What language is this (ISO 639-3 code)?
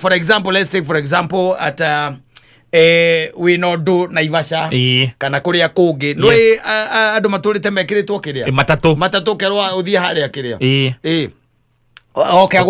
kik